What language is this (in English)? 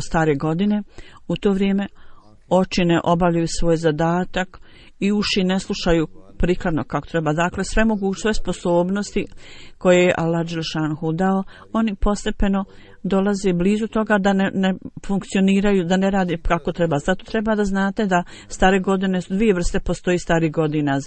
Bosnian